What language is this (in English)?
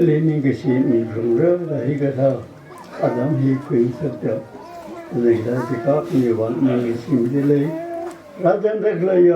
Tangkhul Naga (India)